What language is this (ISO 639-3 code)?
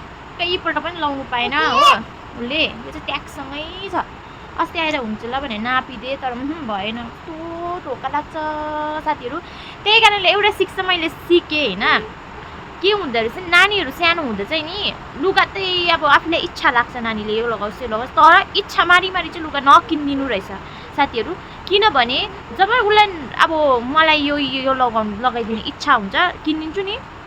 nep